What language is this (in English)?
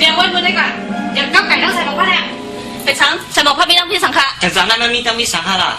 Shan